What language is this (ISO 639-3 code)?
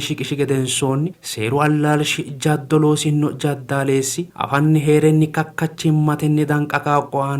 sid